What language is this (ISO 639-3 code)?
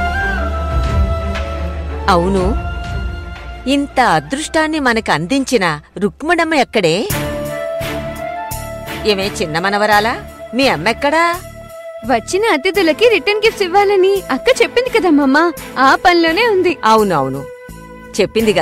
tel